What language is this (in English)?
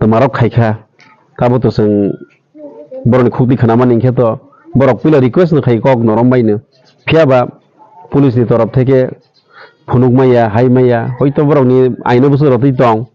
Kok Borok